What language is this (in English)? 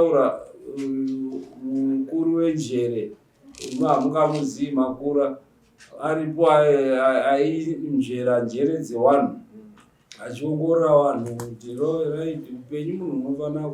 Shona